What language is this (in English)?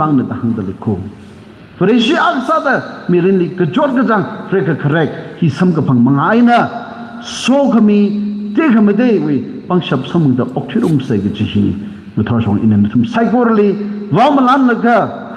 Tangkhul Naga (India)